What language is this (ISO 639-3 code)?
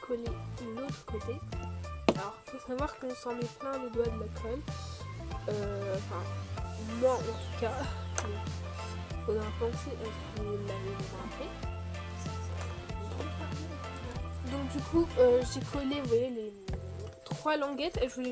fra